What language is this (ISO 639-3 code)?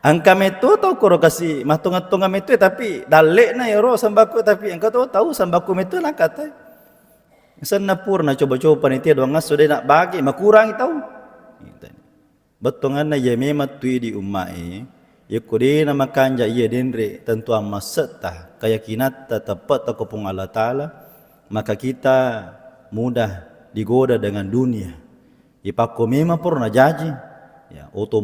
bug